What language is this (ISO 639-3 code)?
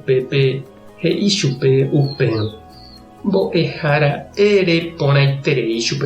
grn